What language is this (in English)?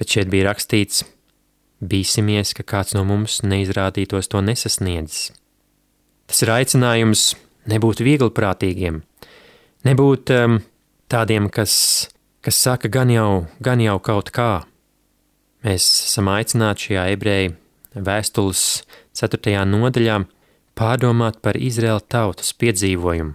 Latvian